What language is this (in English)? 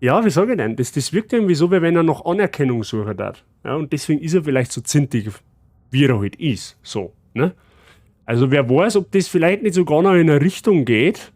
Bavarian